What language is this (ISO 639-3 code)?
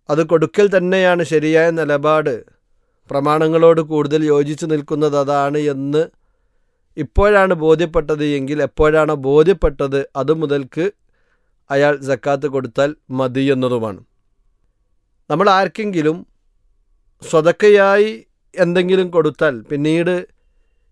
mal